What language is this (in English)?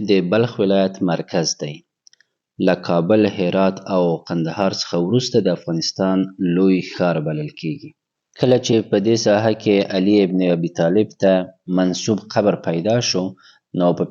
Pashto